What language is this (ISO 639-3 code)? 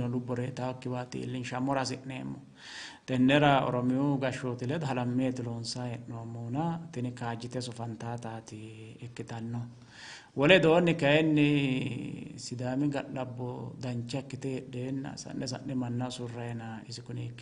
sid